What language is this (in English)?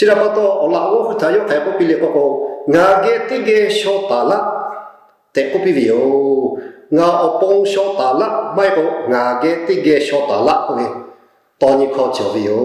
Lahu